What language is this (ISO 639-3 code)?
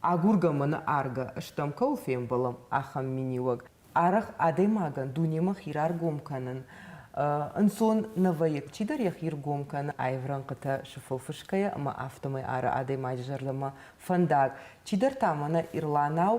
oss